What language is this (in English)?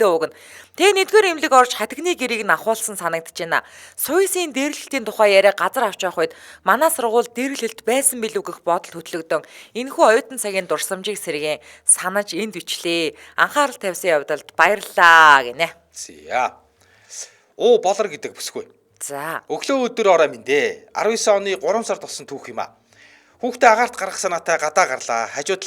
Mongolian